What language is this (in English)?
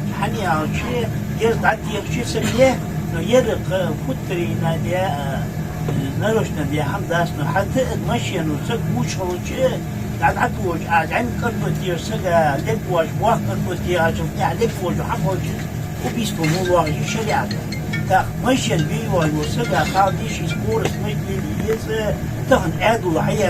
Ingush